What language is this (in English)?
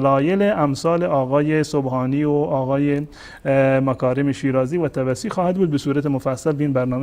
Persian